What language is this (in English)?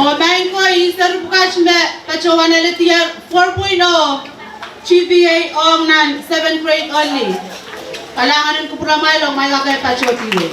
Pohnpeian